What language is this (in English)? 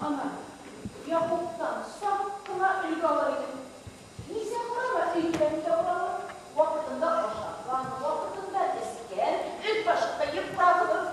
Bashkir